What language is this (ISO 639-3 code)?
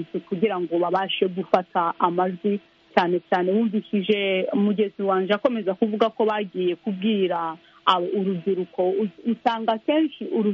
kin